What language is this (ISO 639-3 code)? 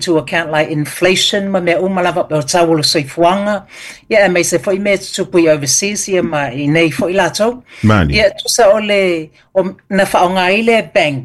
smo